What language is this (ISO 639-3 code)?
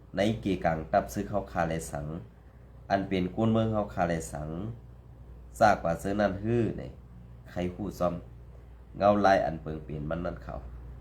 shn